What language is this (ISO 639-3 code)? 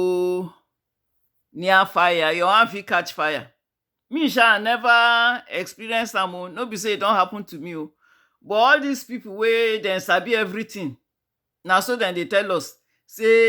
pcm